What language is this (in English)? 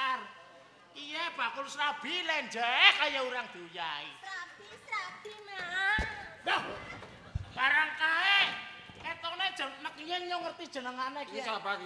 Javanese